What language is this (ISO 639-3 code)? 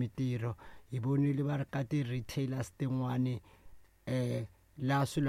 tso